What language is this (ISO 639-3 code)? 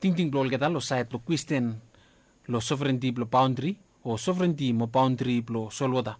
bis